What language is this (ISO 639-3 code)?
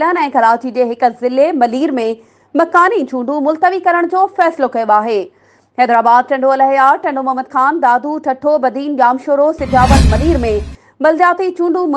snd